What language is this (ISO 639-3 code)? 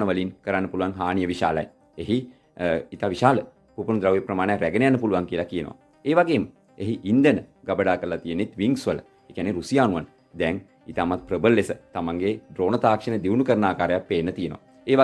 sin